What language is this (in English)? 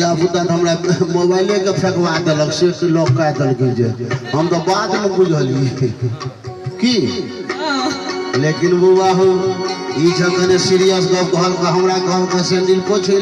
Maithili